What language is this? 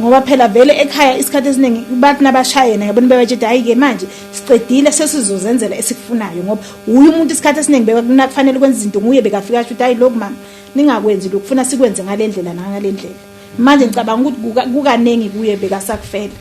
Zulu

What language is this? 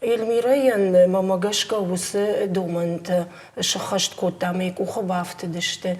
Ossetic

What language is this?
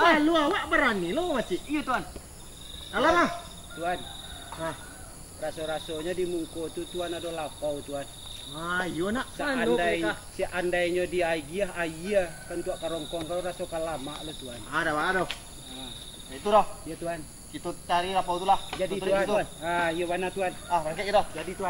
Minangkabau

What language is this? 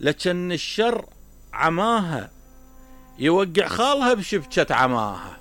Mesopotamian Arabic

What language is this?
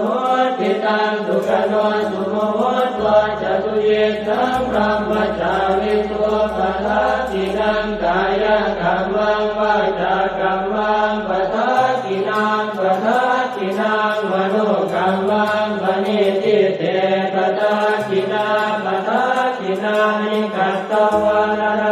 Pali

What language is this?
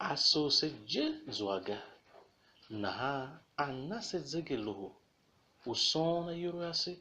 Tiv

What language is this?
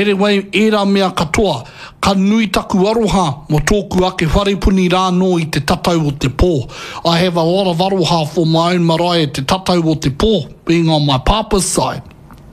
Māori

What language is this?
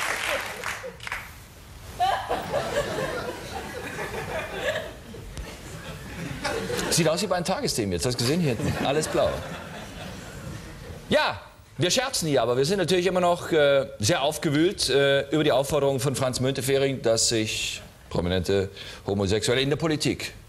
German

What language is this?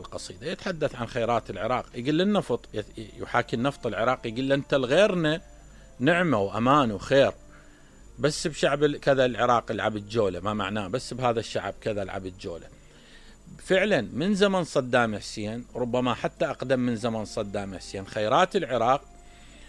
Mesopotamian Arabic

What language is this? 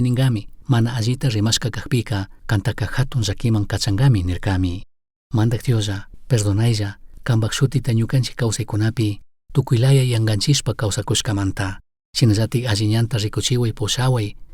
Chimborazo Highland Quichua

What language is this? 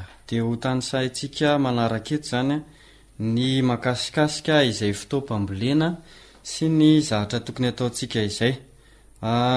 Malagasy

